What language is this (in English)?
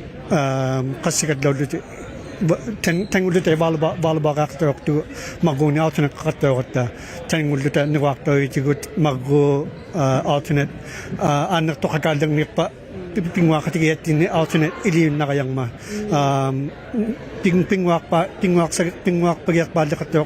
Inuktitut